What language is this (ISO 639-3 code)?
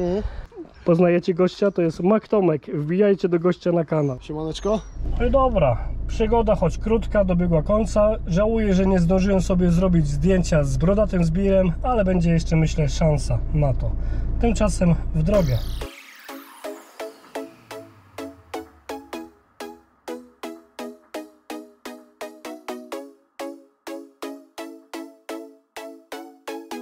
pol